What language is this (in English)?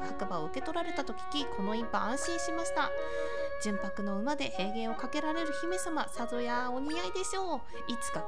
Japanese